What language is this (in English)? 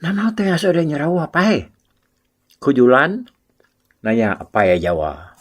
Iban